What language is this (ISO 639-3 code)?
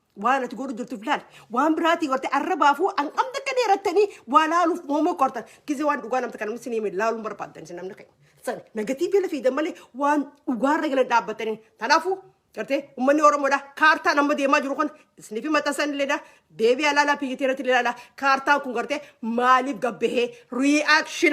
orm